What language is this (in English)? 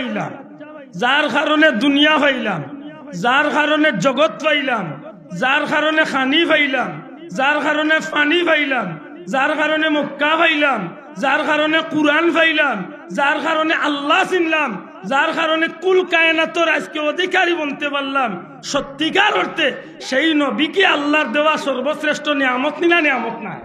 Sylheti